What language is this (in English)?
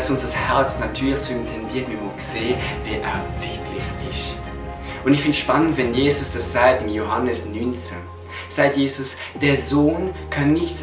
Swiss German